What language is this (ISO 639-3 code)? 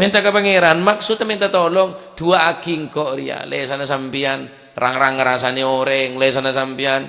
mad